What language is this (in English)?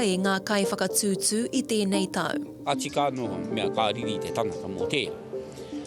Māori